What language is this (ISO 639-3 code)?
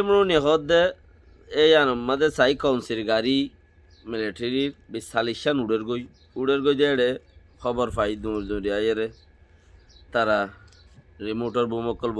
rhg